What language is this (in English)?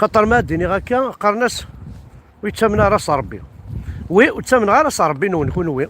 Kabyle